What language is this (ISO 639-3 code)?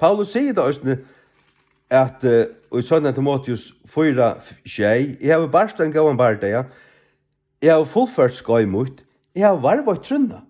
fao